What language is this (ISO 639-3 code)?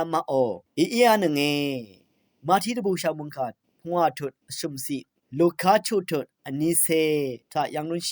raw